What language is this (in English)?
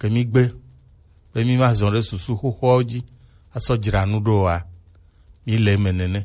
Gen